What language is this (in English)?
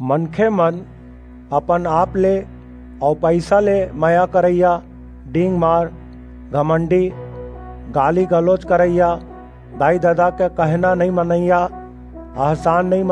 Chhattisgarhi